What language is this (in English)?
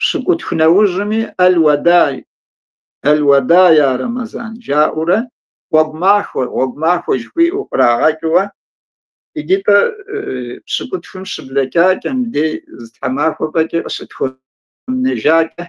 Kabardian